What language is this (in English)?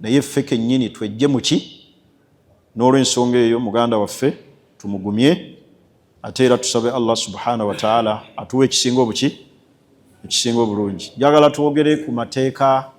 Ganda